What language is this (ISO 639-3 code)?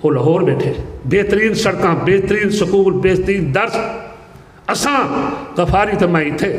skr